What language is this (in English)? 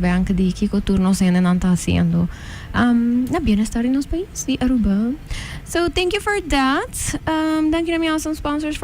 Papiamento